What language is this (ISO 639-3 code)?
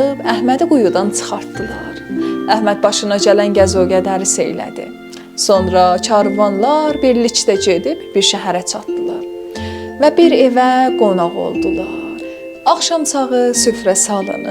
azb